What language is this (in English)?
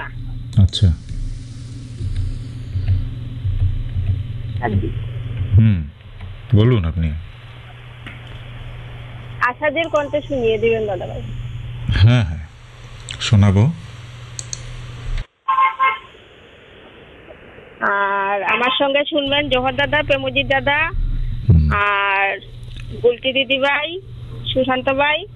Bangla